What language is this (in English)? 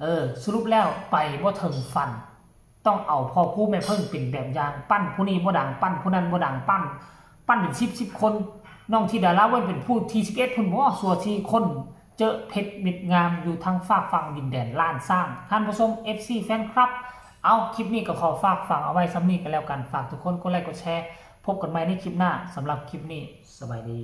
Northeastern Thai